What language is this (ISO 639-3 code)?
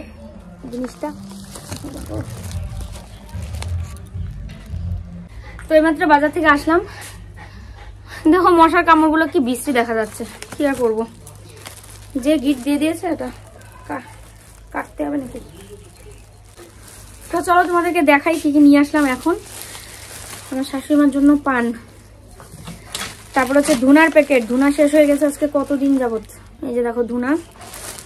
ben